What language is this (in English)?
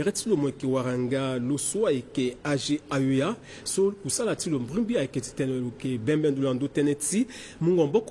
Sango